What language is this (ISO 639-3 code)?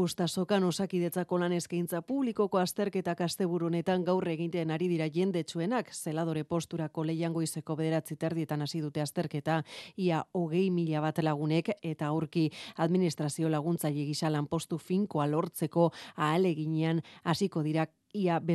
eus